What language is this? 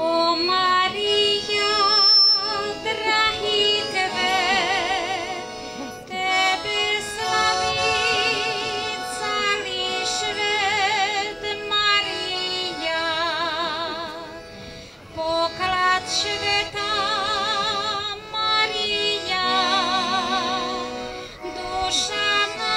Slovak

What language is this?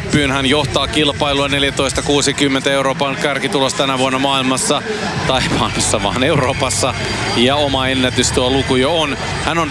Finnish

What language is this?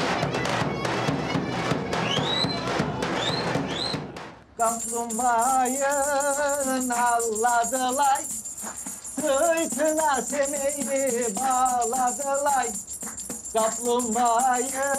Turkish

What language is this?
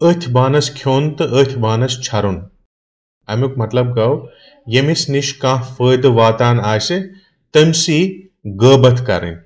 Kashmiri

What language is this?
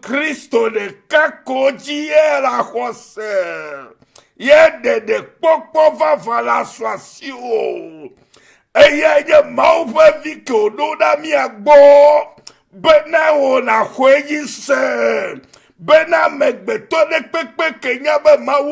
Ewe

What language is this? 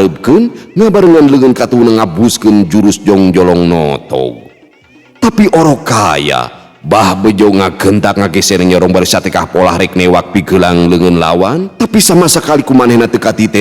Sundanese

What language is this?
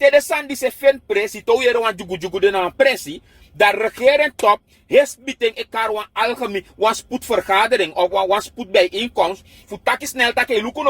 Sranan Tongo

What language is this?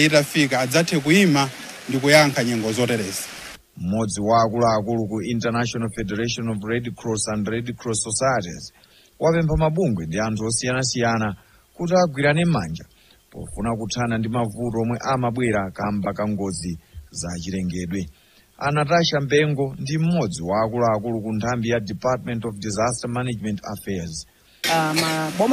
Nyanja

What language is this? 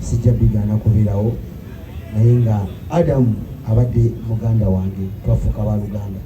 Ganda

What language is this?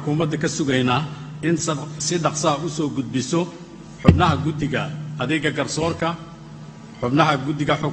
Somali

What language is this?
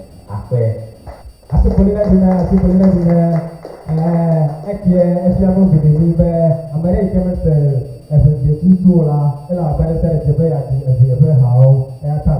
Ewe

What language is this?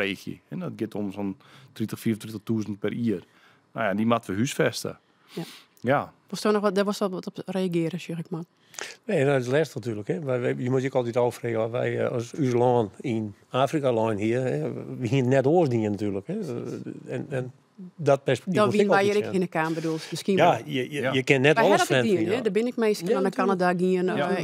Western Frisian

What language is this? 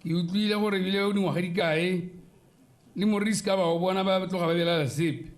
Tswana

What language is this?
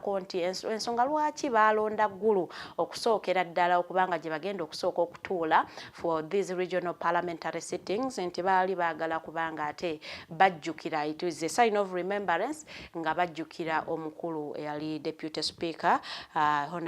Ganda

